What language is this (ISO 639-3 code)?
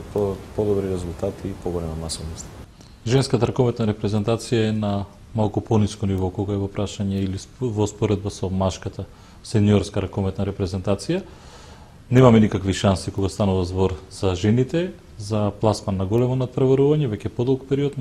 mkd